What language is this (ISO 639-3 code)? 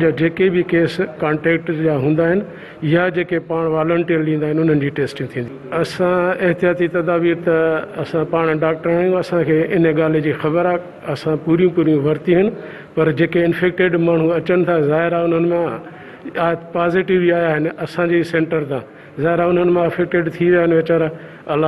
snd